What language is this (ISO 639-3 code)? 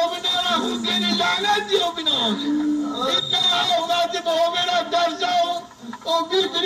zza